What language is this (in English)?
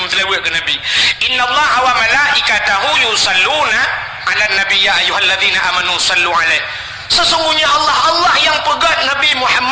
Achinese